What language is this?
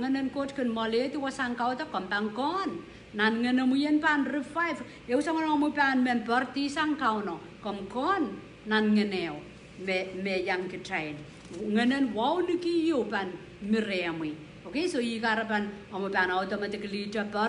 Pohnpeian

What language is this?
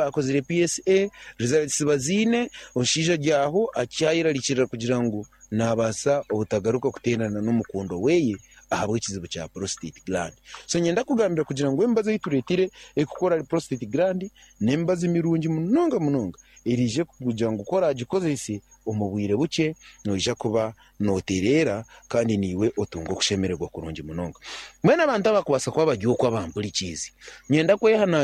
Nyankole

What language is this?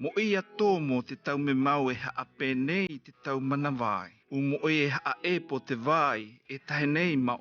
South Marquesan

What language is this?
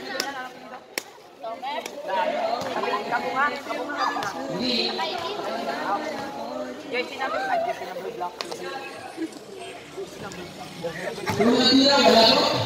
Filipino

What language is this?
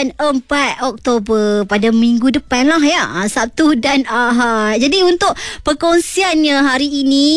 Malay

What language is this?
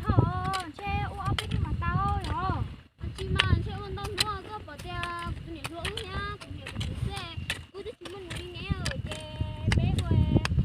Hmong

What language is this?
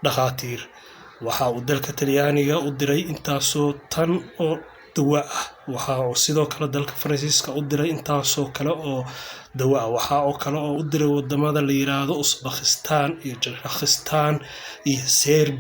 Somali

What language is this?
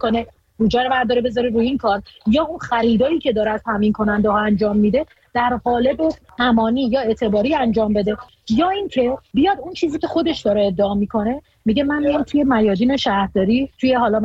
Persian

